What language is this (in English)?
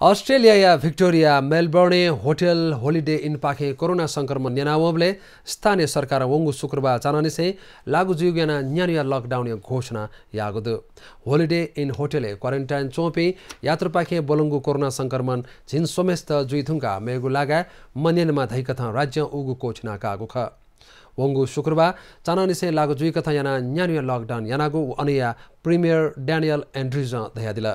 Newari